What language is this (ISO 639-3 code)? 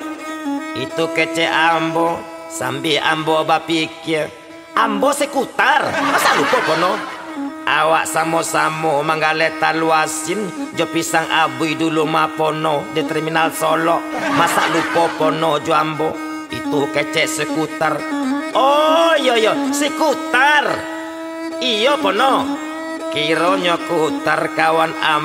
min